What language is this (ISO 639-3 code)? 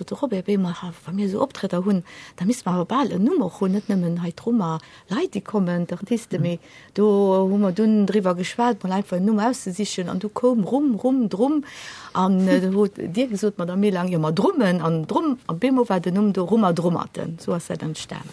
ltz